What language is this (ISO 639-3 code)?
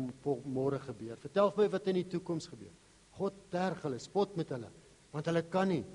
afr